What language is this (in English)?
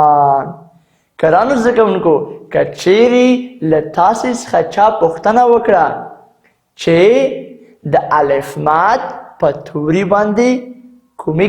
Pashto